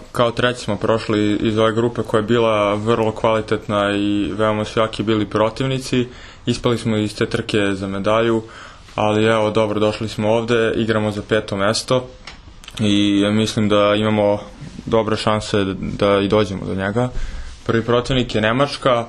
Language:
Serbian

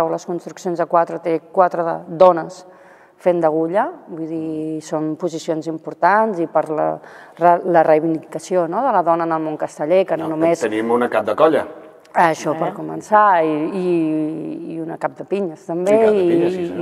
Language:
Catalan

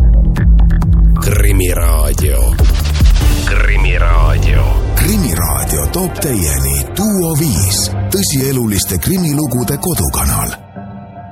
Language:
Estonian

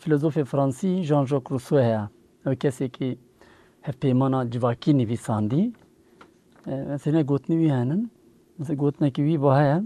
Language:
Kurdish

